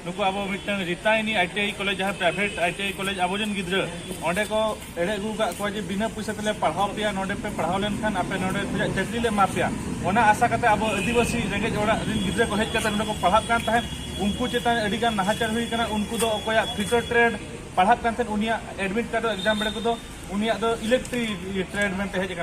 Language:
Santali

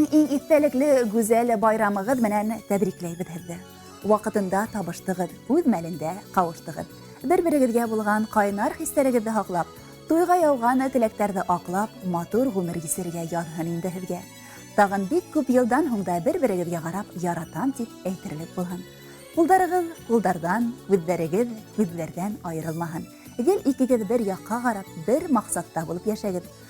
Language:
Bashkir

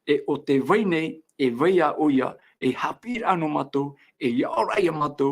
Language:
Tahitian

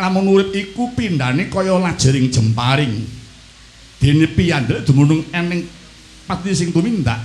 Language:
Javanese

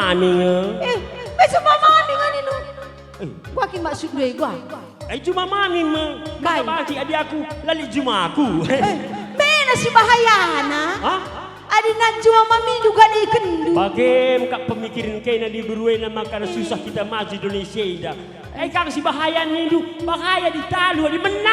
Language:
Batak Karo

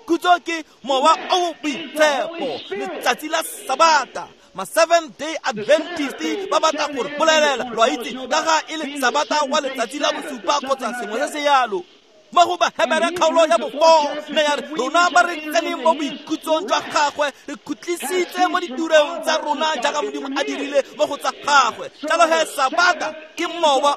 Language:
Tswana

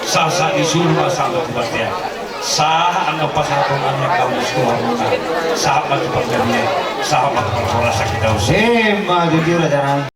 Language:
Batak Toba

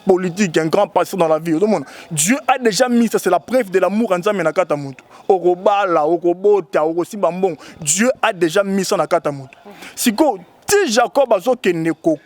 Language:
Lingala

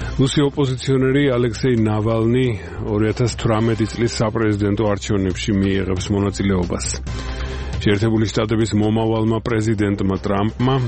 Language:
Georgian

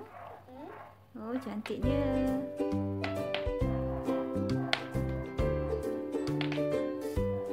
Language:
Malay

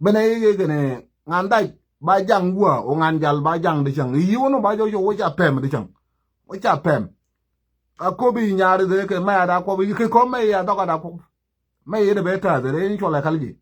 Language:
Nuer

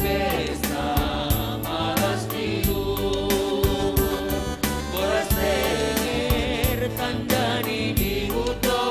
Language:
Batak Simalungun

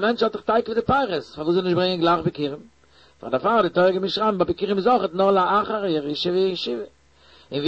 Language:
Yiddish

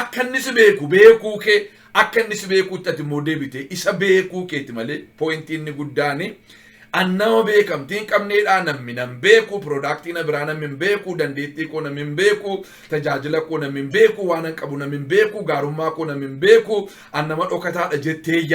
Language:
Oromo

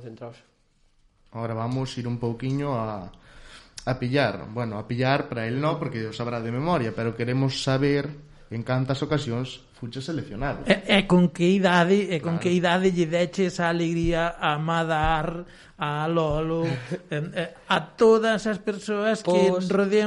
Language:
Galician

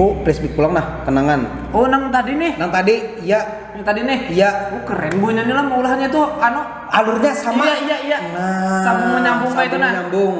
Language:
Banjar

